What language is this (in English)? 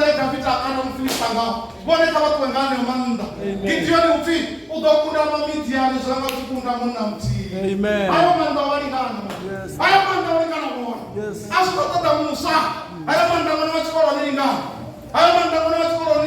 Venda